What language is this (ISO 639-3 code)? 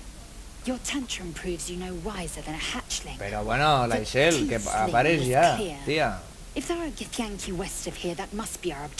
ast